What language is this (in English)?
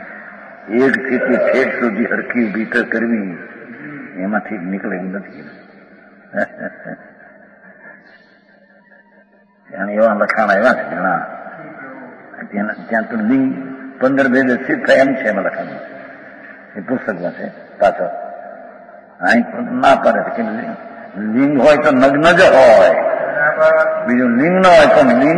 Gujarati